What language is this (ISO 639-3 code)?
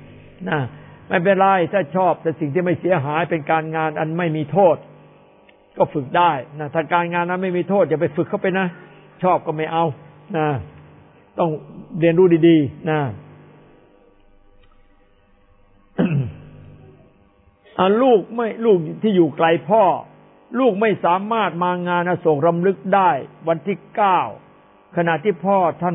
tha